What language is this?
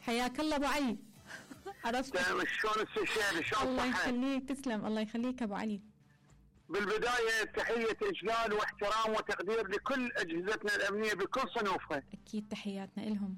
Mesopotamian Arabic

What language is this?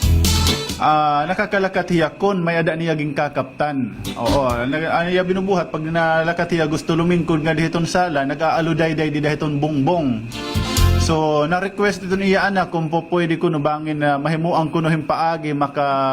Waray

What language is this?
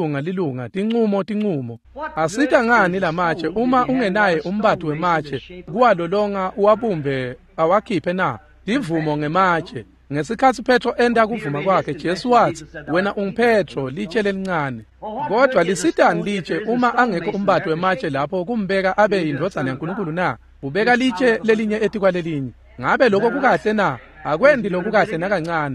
Swati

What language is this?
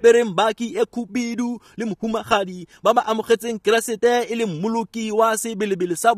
Tswana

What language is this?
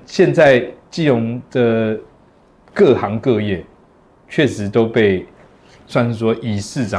Chinese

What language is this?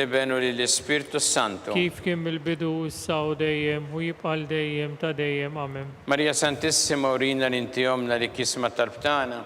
Maltese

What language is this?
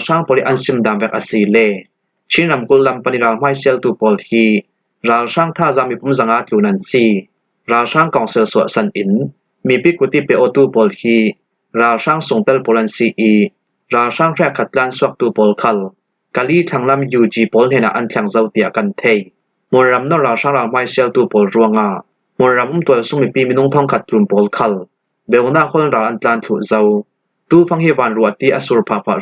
Falam Chin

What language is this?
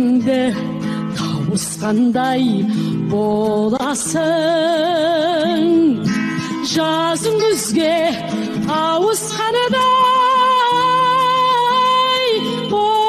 Kazakh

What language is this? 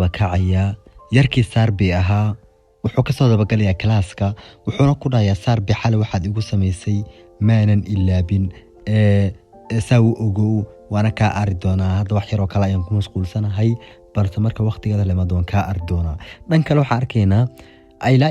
Somali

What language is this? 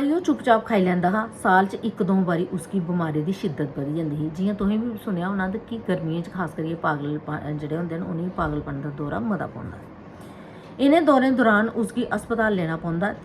Dogri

